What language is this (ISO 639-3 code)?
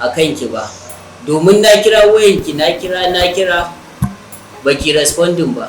hau